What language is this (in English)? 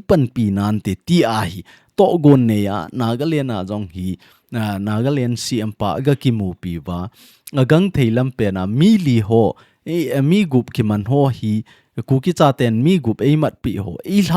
Thado Chin